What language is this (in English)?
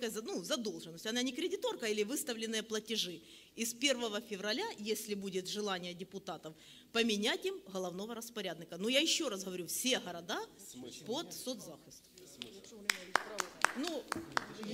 Ukrainian